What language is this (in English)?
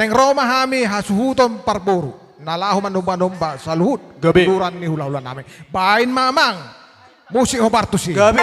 Batak Toba